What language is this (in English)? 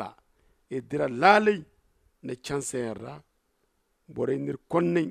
Zarma